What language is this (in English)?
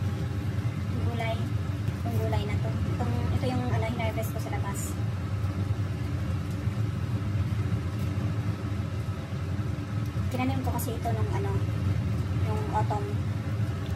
Filipino